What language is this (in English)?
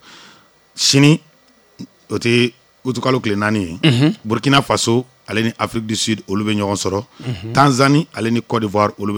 Bambara